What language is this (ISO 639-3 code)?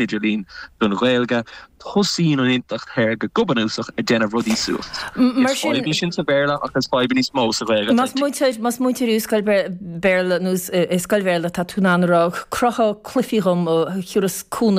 gle